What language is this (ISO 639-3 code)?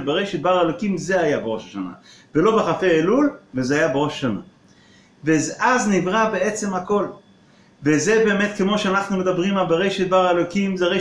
heb